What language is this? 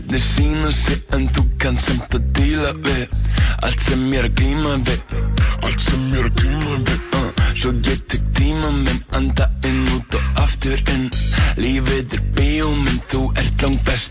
Icelandic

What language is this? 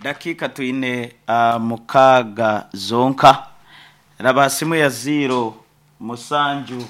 Nyankole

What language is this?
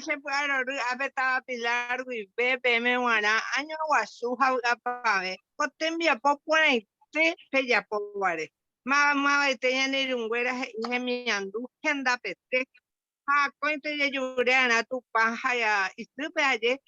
Guarani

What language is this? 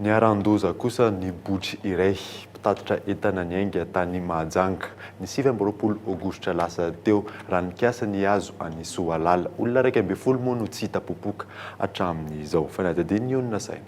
Malagasy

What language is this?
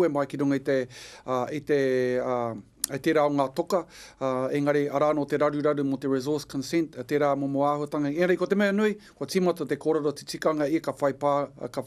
Māori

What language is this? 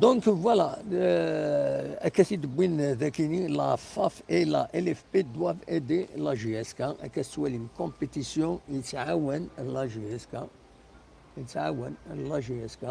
Kabyle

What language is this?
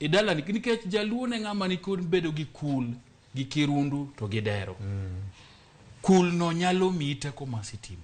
Luo (Kenya and Tanzania)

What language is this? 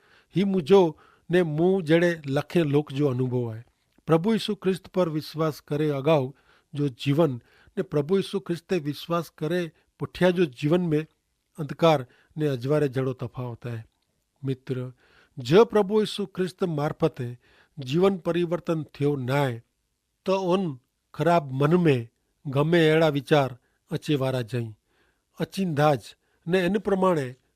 Kachhi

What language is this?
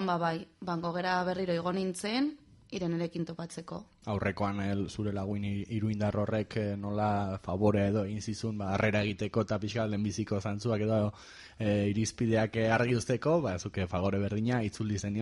Basque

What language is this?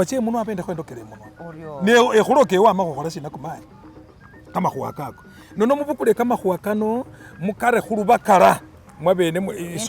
Masaaba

